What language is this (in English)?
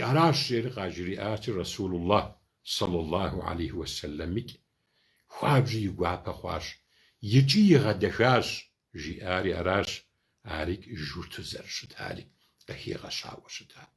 Kabardian